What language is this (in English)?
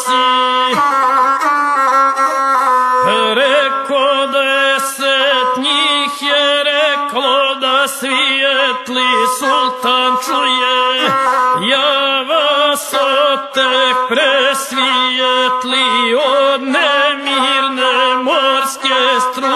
Croatian